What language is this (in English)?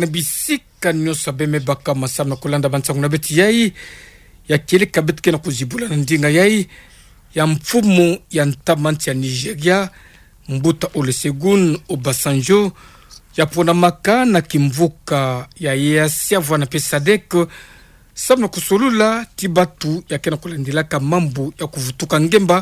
Kituba (Democratic Republic of Congo)